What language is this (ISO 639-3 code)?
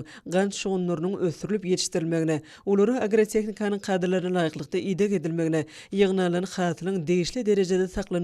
tuk